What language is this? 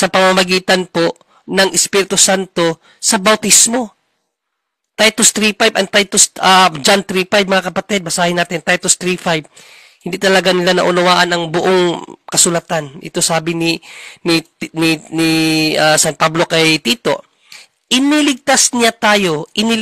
Filipino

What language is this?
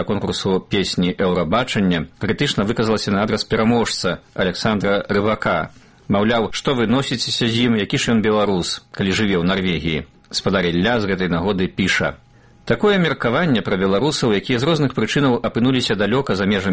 Belarusian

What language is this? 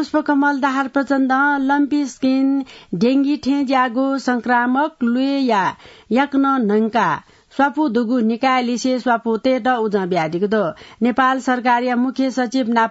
Newari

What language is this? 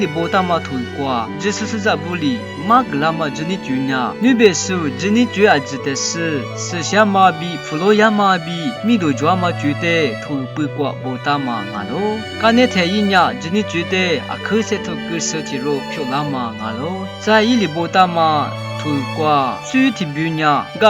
Lisu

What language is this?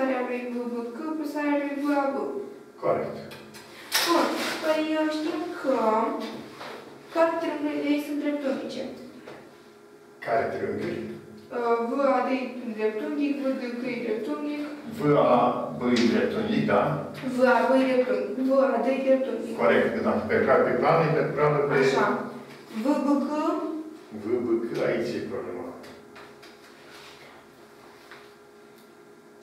Romanian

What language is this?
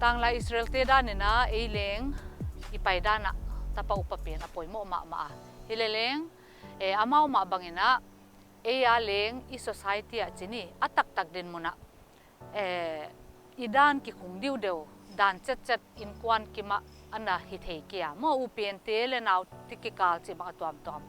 Paite Chin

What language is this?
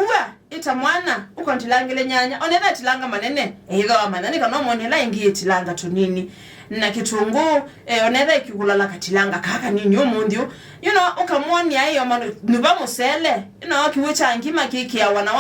Kamba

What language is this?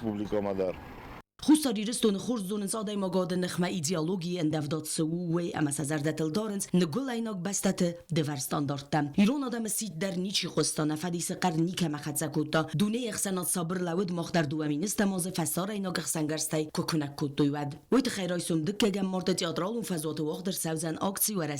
Ossetic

